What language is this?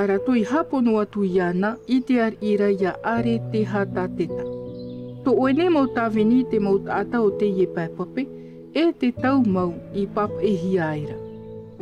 Tahitian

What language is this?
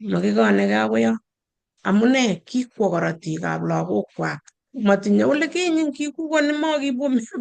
Kalenjin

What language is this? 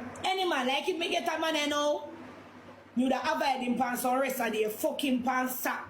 Jamaican Creole English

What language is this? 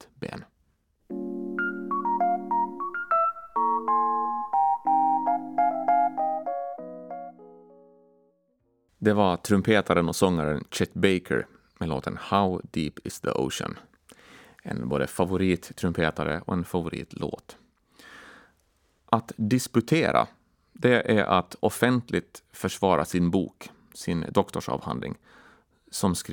Swedish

